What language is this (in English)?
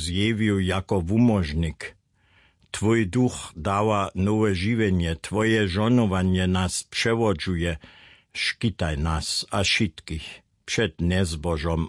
Upper Sorbian